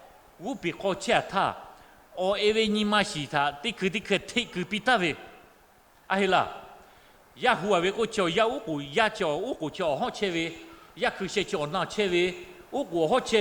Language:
Lahu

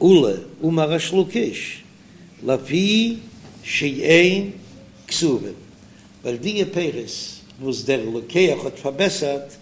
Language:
Yiddish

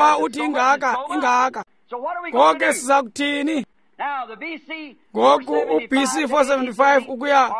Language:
Xhosa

